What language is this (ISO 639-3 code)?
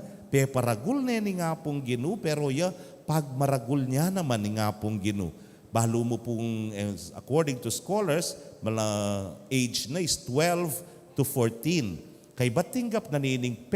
pam